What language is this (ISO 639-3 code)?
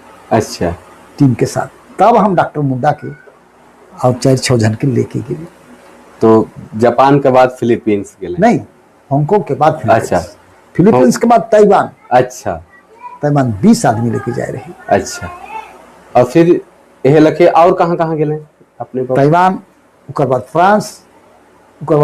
sck